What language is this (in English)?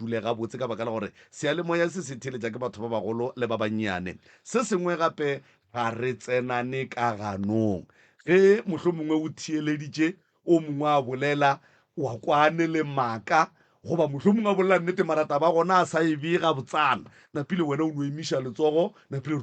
Northern Sotho